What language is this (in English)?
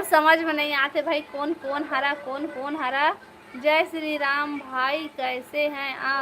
Chhattisgarhi